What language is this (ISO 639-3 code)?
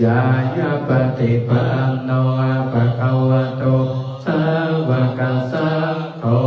pli